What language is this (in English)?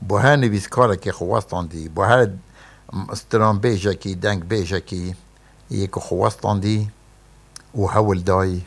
Kurdish